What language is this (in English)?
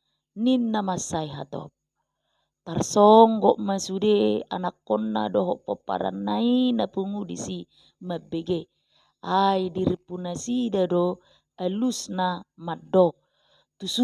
Batak Toba